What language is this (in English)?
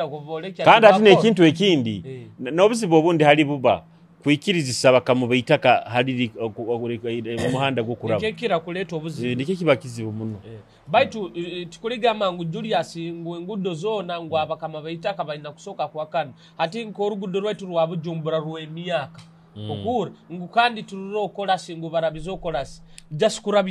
Nyoro